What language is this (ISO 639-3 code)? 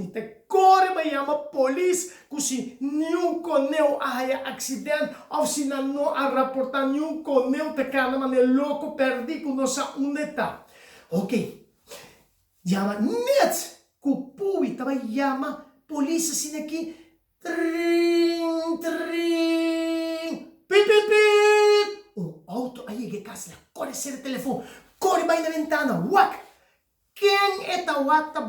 pap